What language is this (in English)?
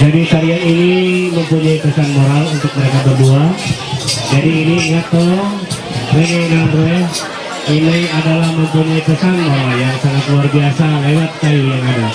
Ma'anyan